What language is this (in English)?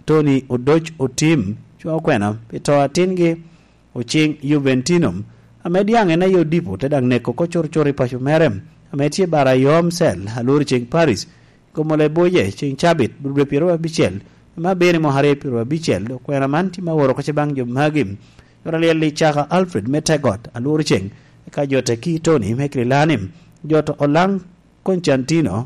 Lango (Uganda)